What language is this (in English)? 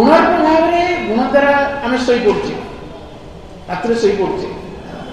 Odia